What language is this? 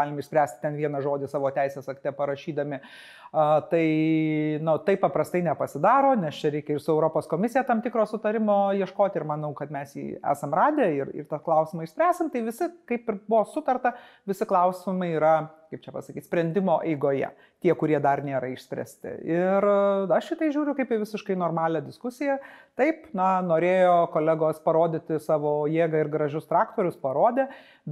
Lithuanian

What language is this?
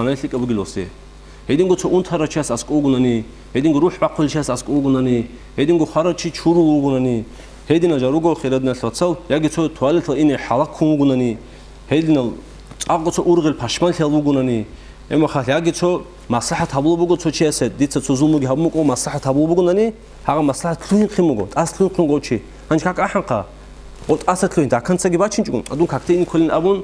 Avaric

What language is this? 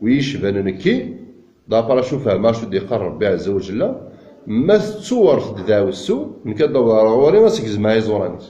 Kabyle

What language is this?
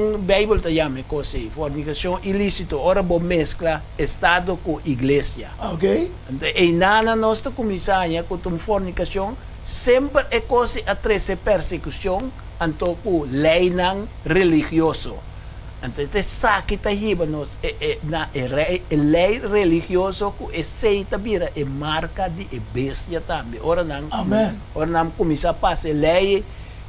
Papiamento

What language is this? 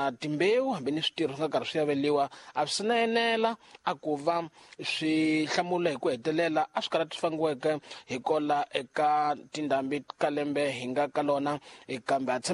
Tsonga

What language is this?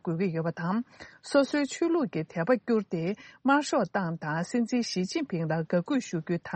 Tibetan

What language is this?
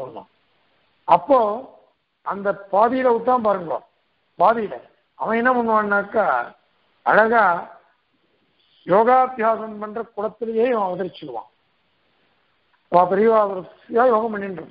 Tamil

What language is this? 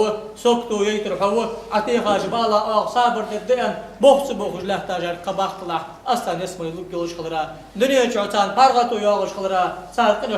Ingush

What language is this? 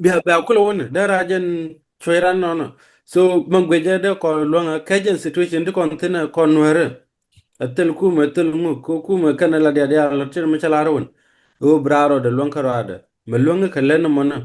Nuer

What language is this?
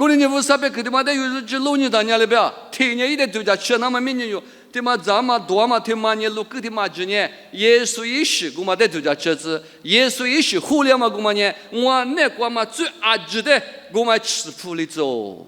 Lisu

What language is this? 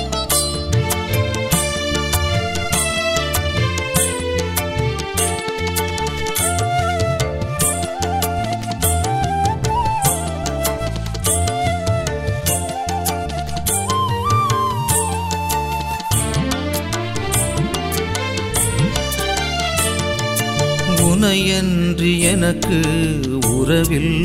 Tamil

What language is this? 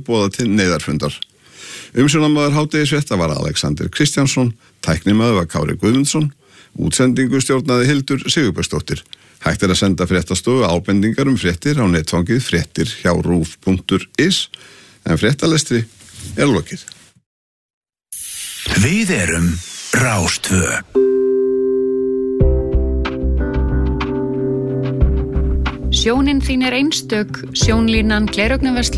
Icelandic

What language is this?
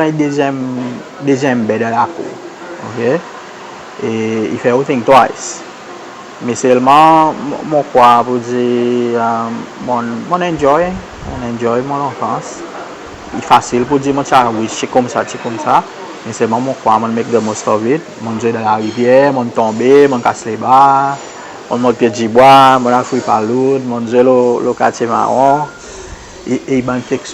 Seselwa Creole French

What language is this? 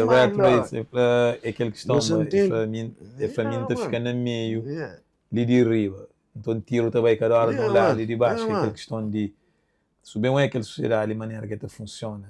Kabuverdianu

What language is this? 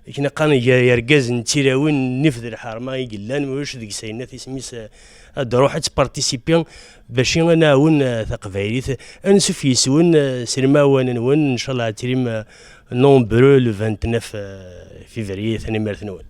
Kabyle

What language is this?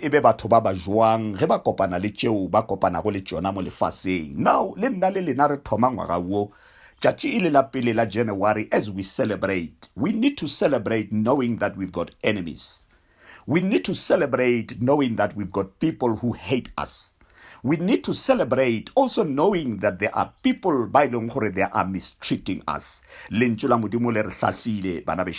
Northern Sotho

